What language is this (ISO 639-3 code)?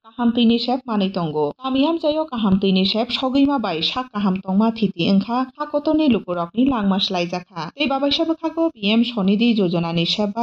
trp